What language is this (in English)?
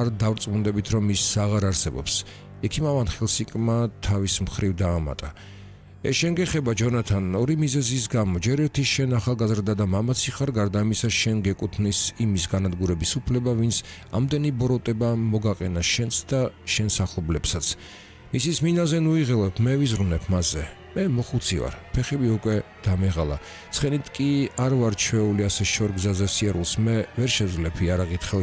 Georgian